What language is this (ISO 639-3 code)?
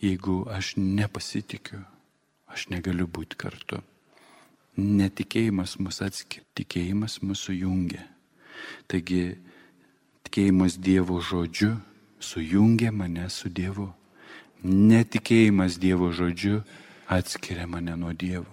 lit